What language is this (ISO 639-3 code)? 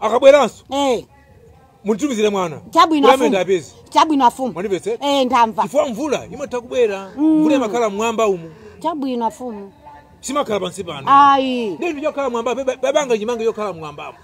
nya